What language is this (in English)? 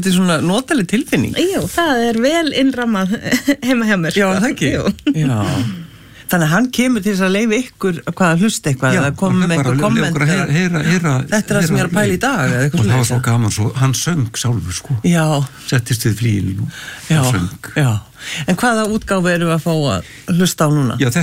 Icelandic